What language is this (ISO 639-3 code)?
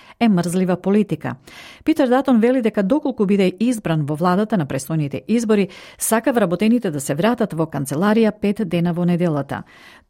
mkd